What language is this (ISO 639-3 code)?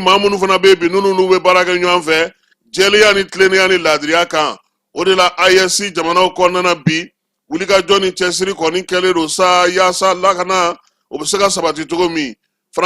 bam